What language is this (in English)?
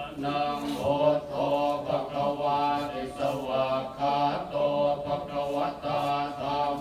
Pali